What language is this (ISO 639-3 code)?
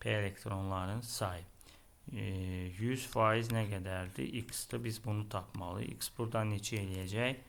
aze